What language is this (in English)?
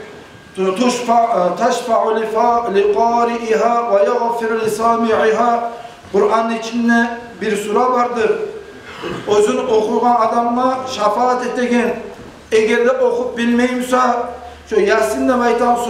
Kumyk